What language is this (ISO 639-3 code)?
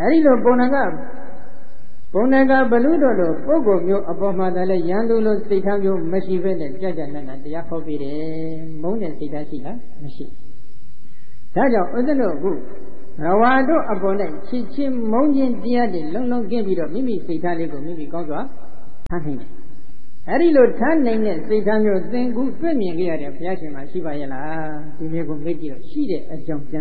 mya